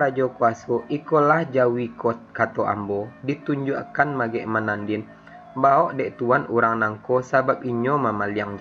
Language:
Minangkabau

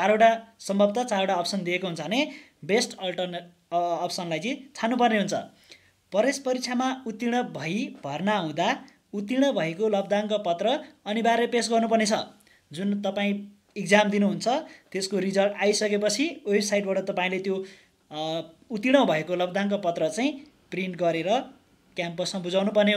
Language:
Nepali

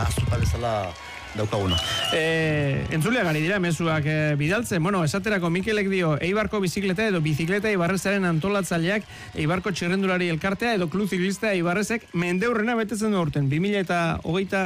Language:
Basque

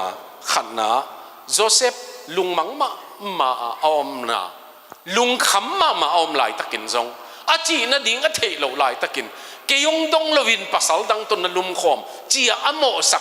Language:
Tedim Chin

